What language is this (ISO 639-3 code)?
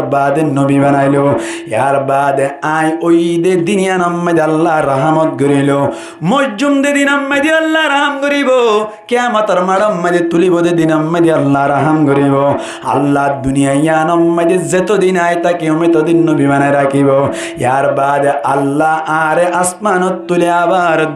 rhg